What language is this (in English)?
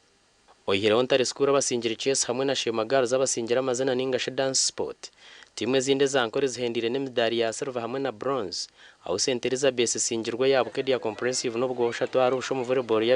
Nyankole